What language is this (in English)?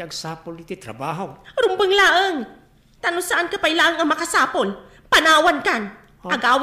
Iloko